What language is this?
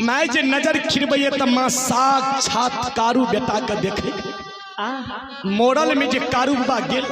Maithili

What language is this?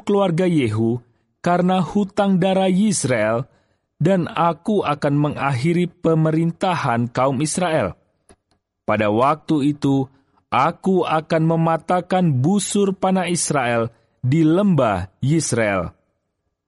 Indonesian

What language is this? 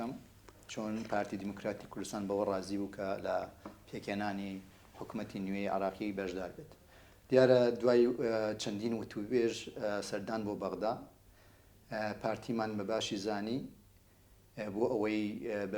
Central Kurdish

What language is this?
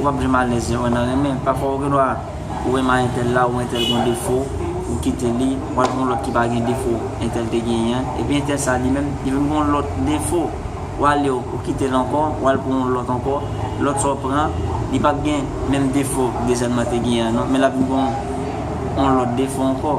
Haitian Creole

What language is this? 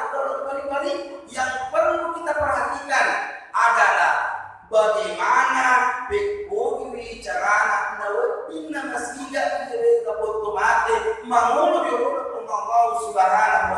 Buginese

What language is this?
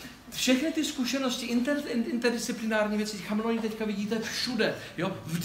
Czech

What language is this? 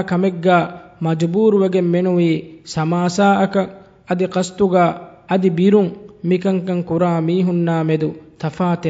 Divehi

